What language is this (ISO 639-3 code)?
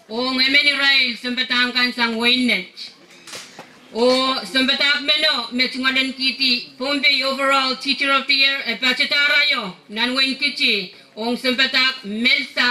pon